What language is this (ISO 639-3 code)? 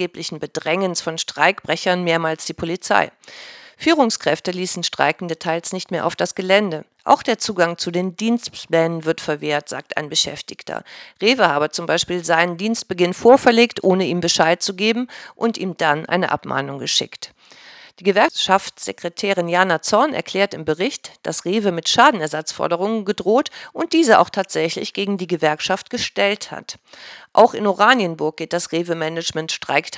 deu